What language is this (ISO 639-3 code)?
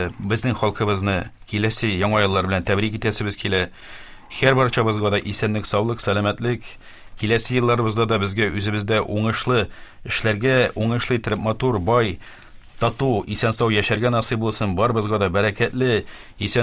tat